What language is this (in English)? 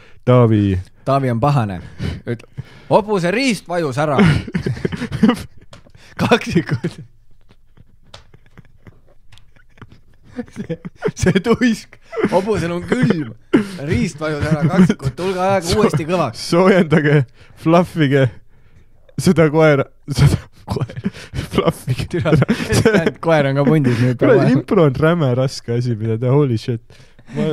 Estonian